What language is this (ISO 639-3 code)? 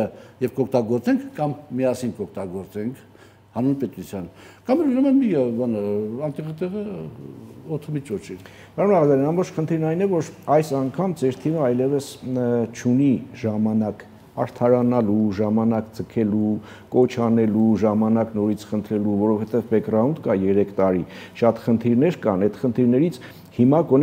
hye